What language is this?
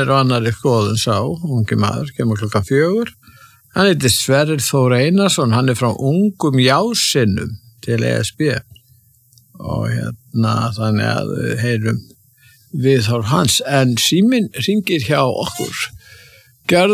Icelandic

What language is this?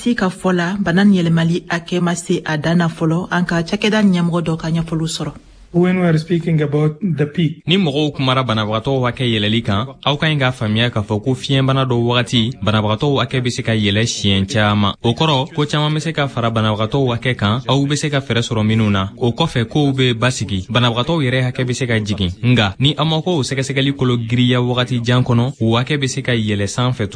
Bambara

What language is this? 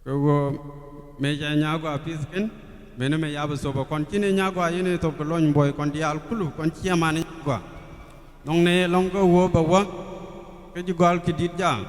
Nuer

